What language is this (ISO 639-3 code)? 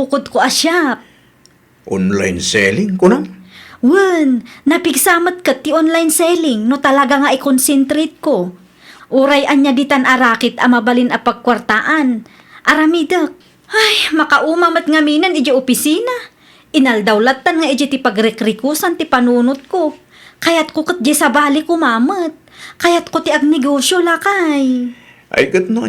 ilo